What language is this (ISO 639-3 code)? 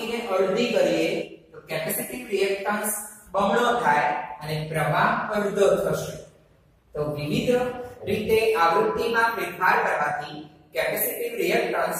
guj